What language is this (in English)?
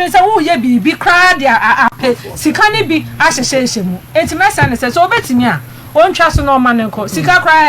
Akan